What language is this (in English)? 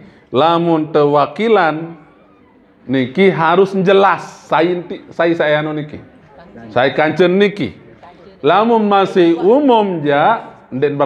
Sasak